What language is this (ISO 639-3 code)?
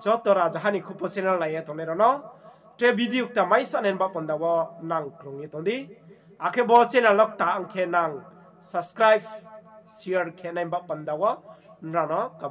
ria